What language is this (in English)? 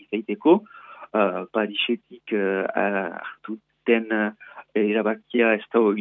Basque